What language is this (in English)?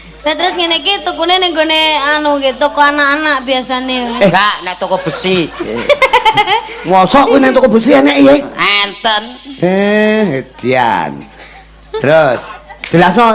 Javanese